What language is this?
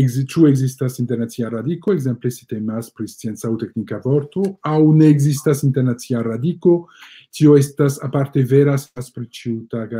Esperanto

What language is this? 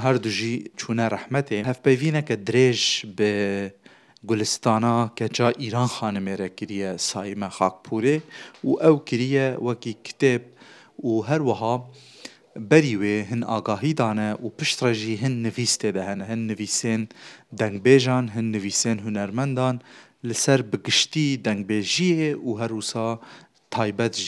Kurdish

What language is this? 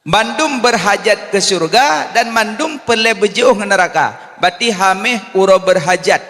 Achinese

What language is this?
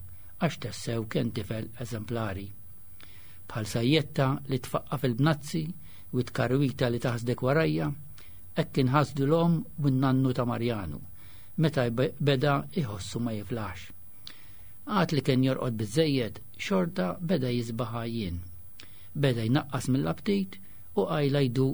Maltese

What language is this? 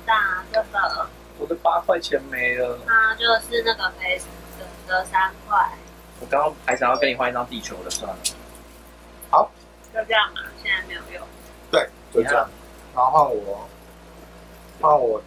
Chinese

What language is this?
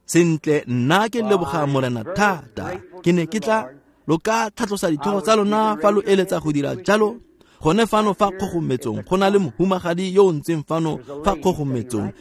Tswana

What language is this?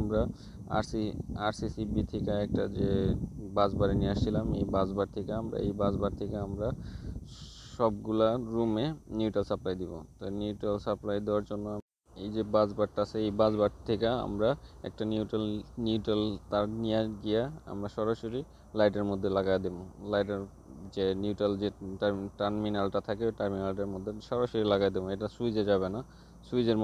Bangla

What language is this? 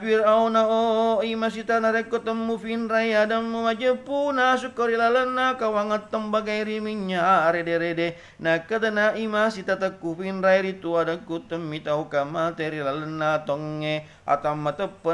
Buginese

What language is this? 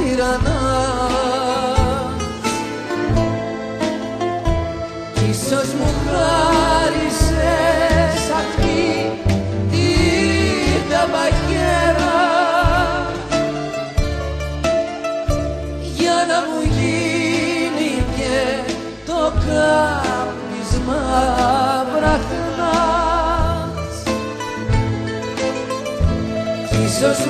Greek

